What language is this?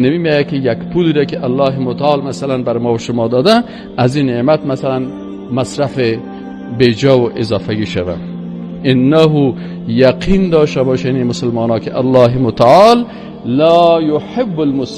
Persian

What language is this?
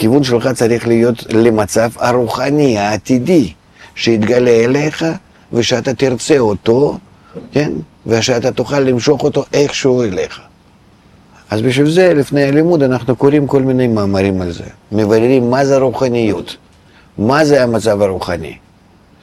Hebrew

